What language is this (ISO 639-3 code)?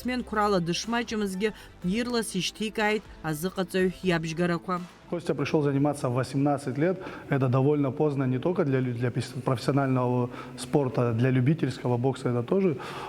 abk